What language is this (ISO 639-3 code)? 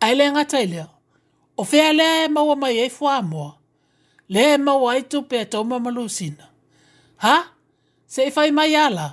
smo